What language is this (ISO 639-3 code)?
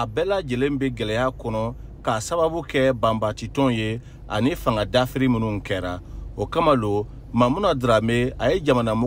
bam